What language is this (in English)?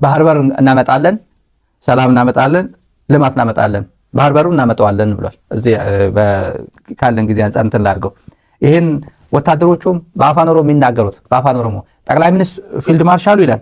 Amharic